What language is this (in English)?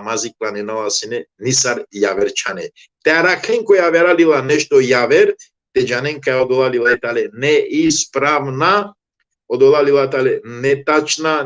Balkan Romani